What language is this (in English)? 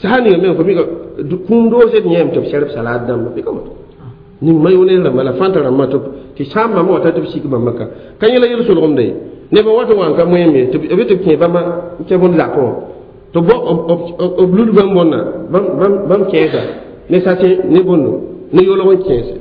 Mossi